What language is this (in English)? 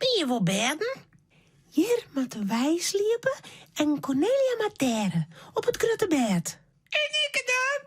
Western Frisian